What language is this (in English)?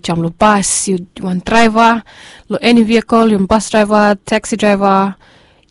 Bislama